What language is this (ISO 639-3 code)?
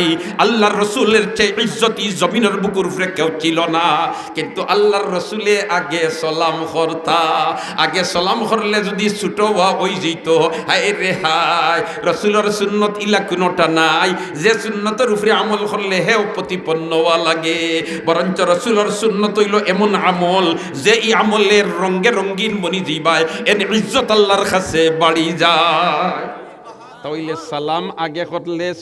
syl